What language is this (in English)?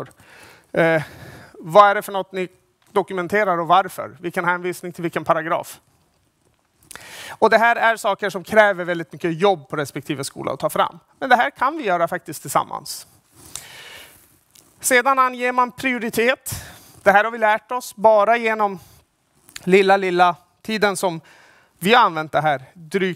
Swedish